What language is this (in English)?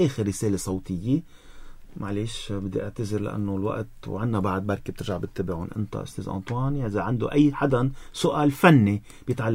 North Levantine Arabic